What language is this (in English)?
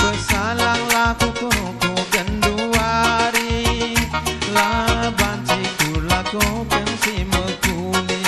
Batak Karo